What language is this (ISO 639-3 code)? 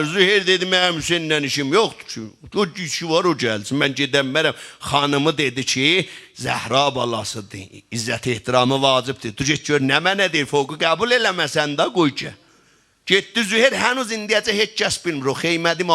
azb